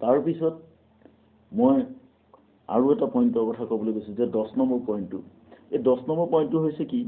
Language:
Assamese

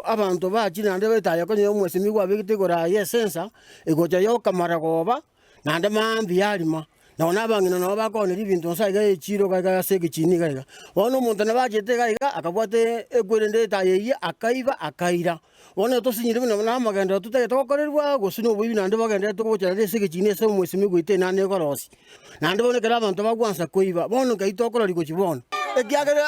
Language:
Gusii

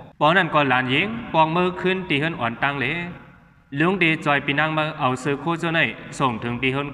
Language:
Shan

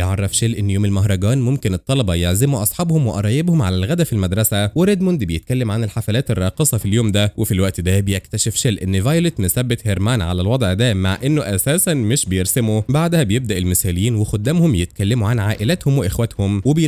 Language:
Egyptian Arabic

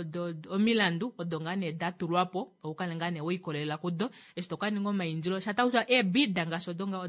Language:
Kuanyama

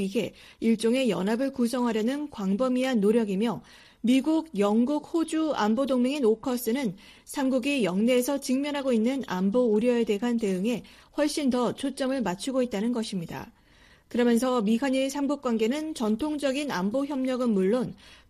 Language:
Korean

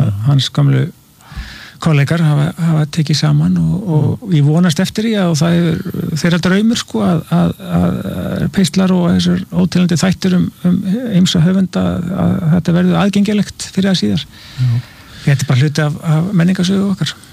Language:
Icelandic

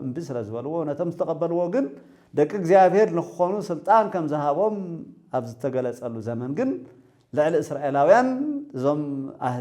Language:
Tigrinya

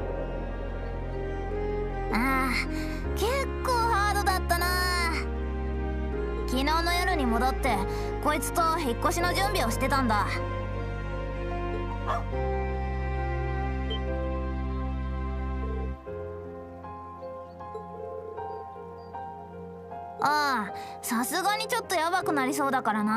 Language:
Japanese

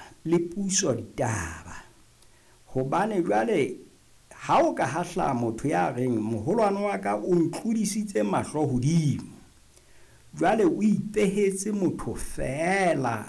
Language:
Southern Sotho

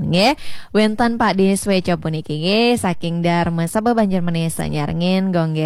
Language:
Balinese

